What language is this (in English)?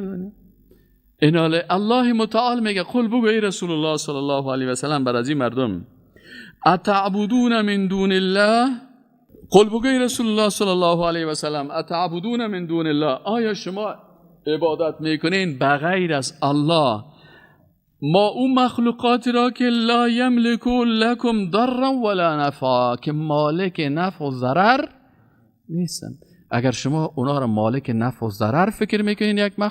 Persian